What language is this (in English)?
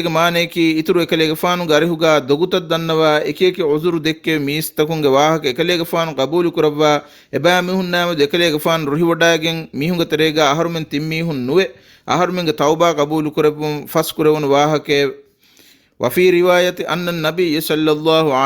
Divehi